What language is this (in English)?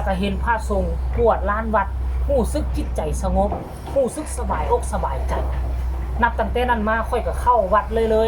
Northeastern Thai